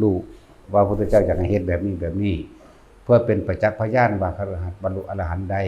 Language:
Northeastern Thai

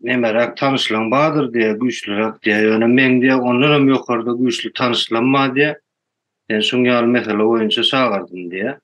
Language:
Turkmen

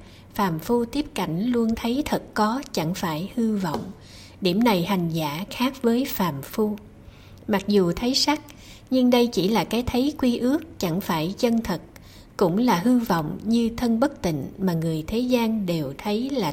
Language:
Vietnamese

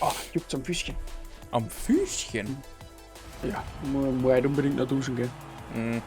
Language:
Bavarian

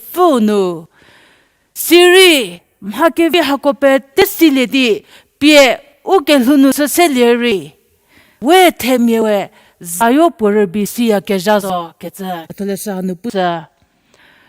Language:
Angami Naga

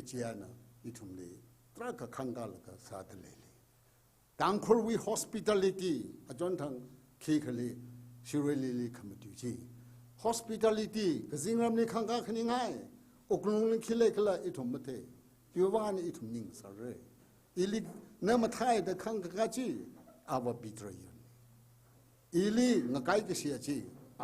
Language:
Tangkhul Naga (India)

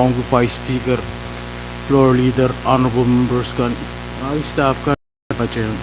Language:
Pohnpeian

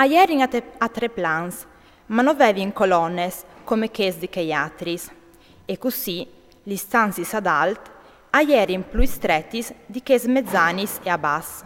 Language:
Friulian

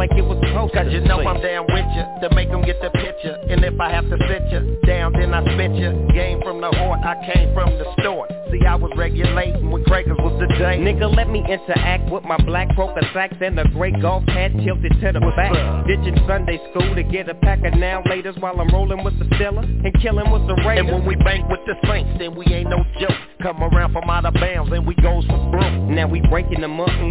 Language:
English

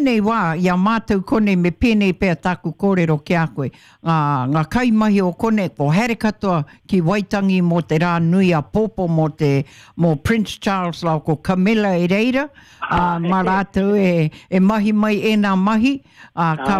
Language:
Māori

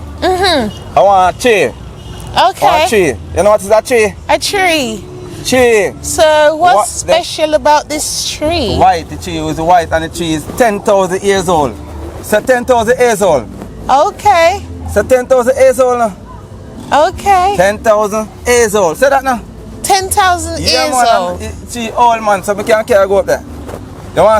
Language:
Jamaican Creole English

